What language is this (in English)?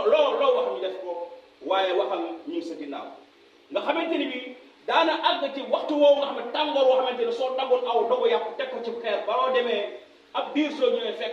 Wolof